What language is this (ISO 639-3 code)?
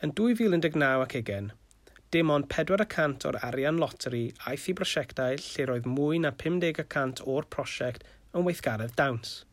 cym